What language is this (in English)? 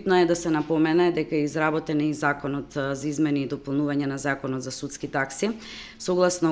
Macedonian